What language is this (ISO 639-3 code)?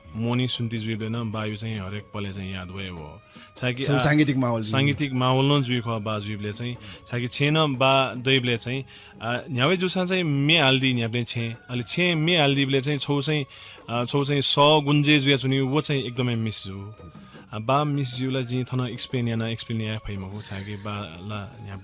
new